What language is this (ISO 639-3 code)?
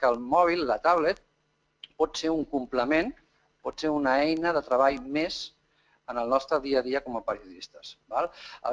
cat